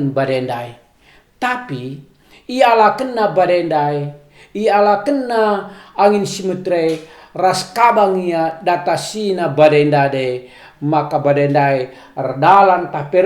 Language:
Batak Karo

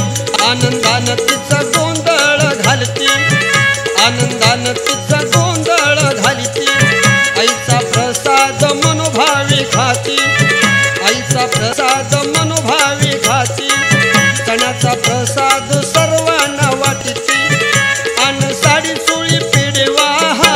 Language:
Marathi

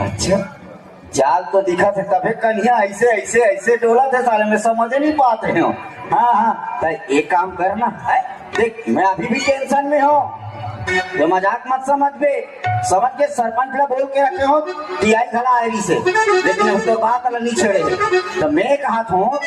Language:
Chhattisgarhi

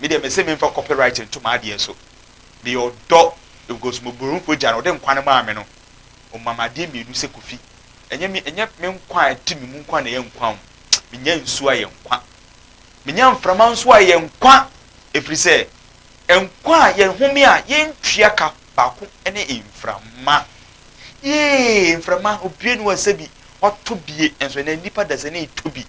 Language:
Akan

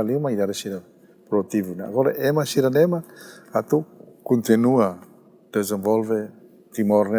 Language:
Tetum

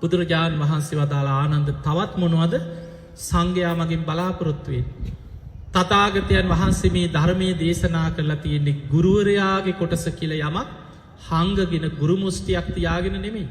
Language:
Sinhala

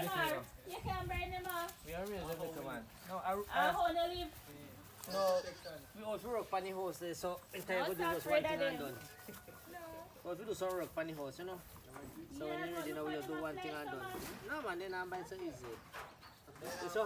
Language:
Jamaican Creole English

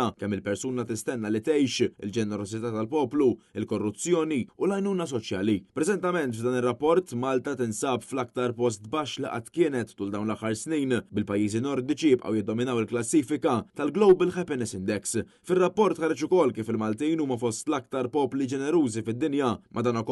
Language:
Maltese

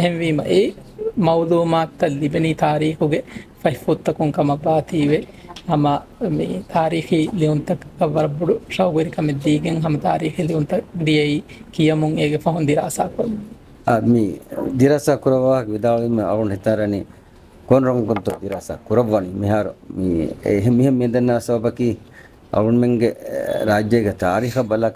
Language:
Divehi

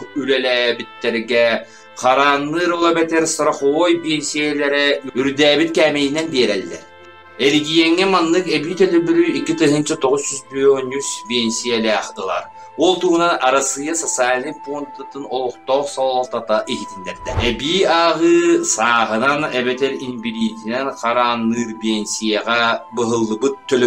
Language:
Yakut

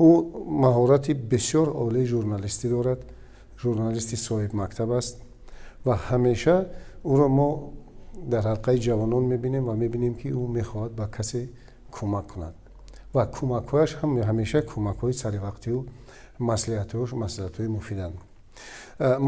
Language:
Tajik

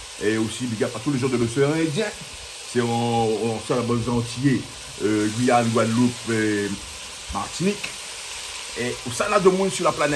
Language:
Réunion Creole French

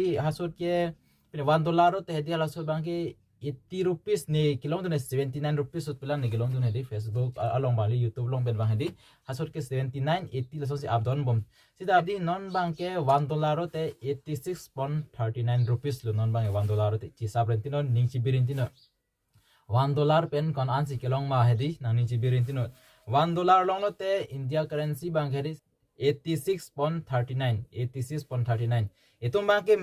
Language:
Karbi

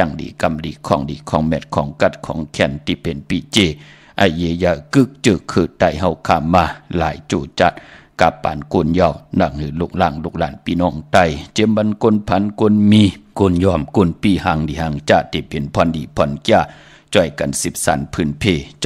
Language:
Shan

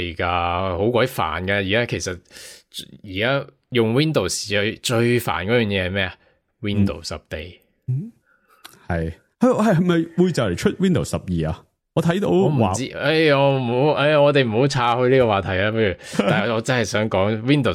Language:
Cantonese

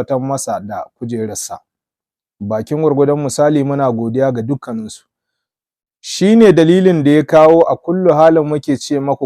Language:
Hausa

